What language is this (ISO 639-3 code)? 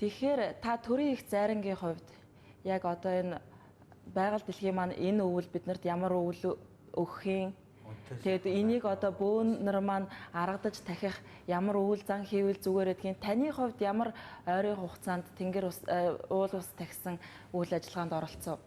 mon